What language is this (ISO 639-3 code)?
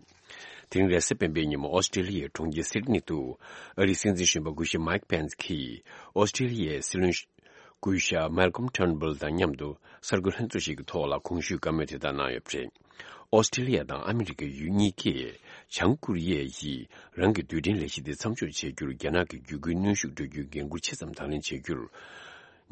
bod